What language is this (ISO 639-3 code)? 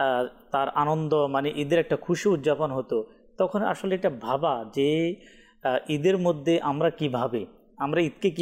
ben